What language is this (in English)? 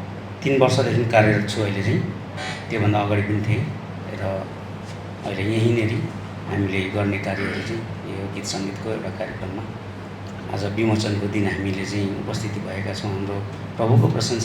Nepali